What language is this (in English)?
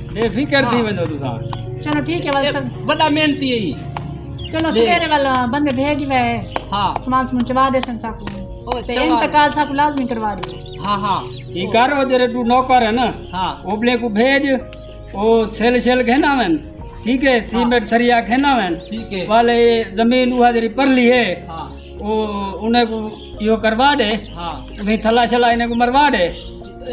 Saraiki